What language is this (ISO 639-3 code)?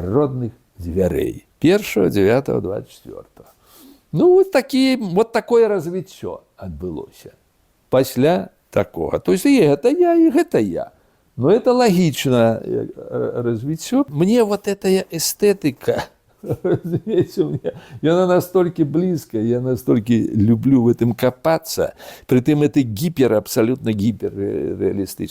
bel